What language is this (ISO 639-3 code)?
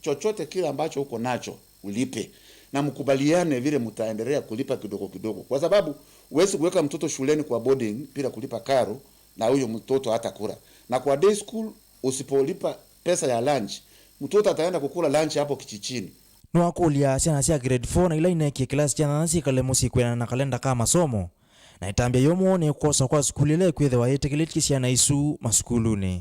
kam